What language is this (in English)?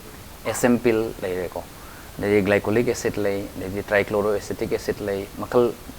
Manipuri